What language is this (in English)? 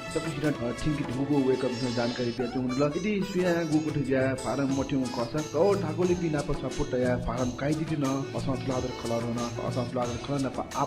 Newari